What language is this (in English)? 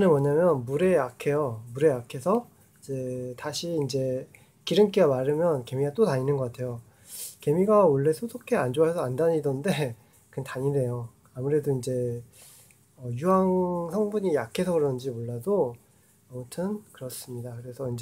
Korean